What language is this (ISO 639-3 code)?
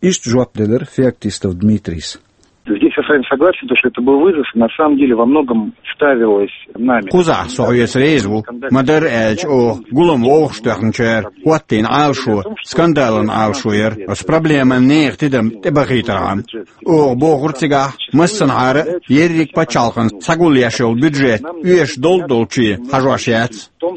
che